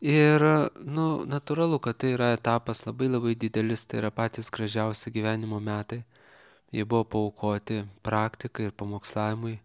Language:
Lithuanian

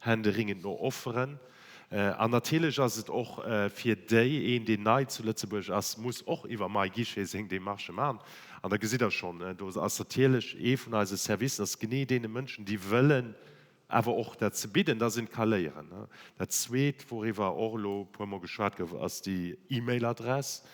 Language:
Luxembourgish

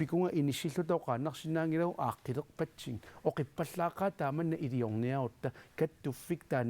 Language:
Kalaallisut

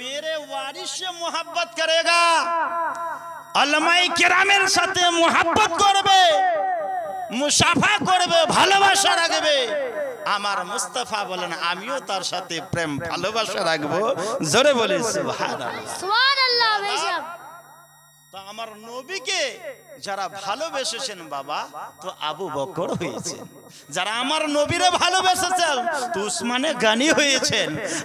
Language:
Bangla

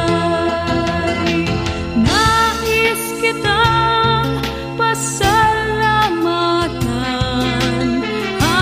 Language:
Filipino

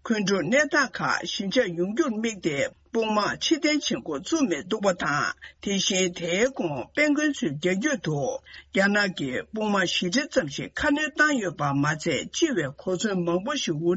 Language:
Tibetan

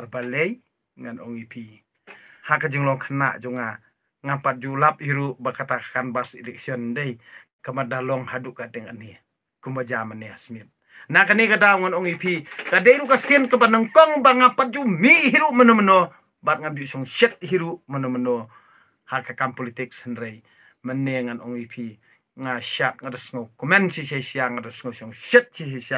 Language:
Khasi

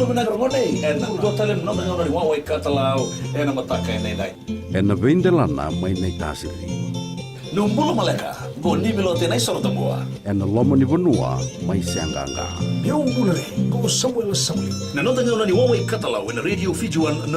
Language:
Fijian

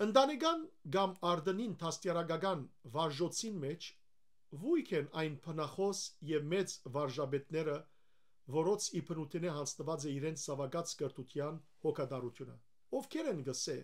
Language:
Western Armenian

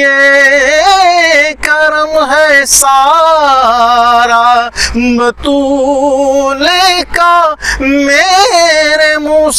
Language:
Urdu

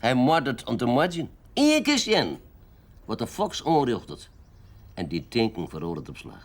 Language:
Western Frisian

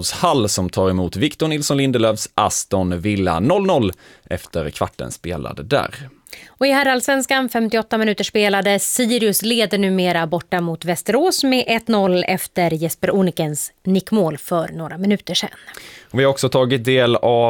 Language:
Swedish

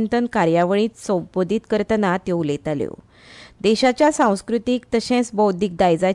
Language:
Konkani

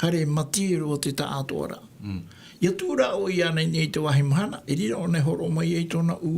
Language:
Tahitian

